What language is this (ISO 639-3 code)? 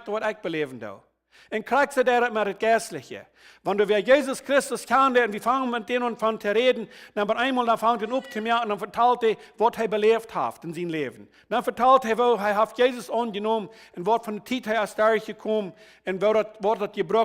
pdt